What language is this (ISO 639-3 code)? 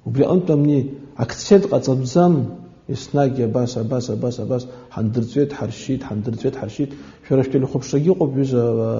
abk